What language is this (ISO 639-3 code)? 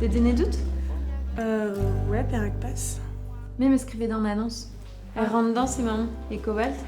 bre